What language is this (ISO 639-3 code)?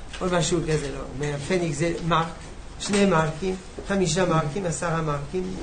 heb